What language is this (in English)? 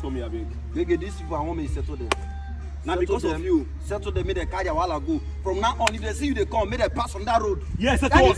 Nigerian Pidgin